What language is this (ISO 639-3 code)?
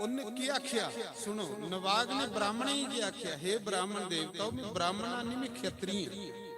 doi